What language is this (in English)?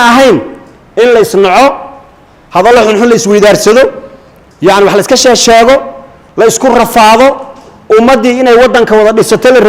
Somali